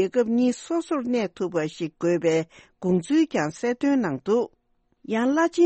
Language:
Tibetan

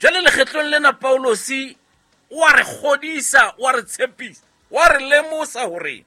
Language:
Southern Sotho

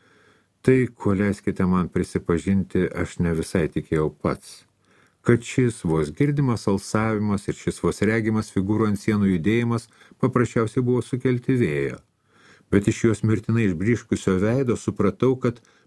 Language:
Lithuanian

